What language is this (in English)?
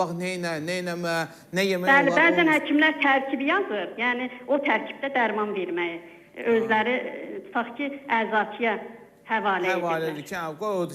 Azerbaijani